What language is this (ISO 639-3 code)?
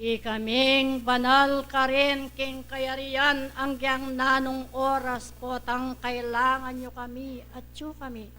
pam